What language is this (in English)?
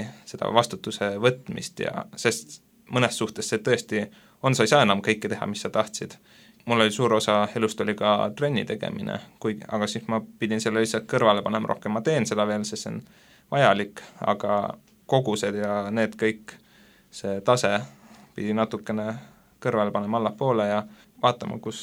Estonian